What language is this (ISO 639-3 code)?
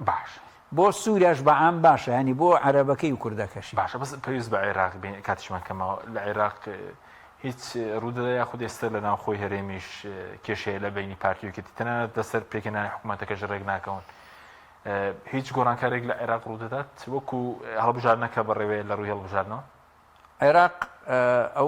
ckb